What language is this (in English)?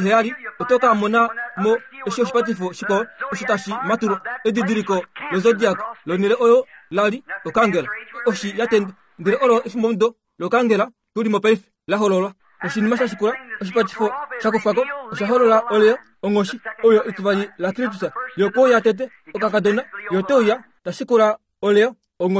Kuanyama